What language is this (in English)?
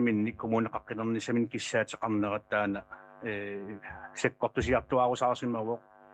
Kalaallisut